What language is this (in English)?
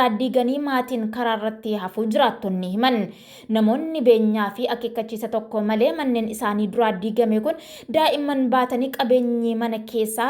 Oromo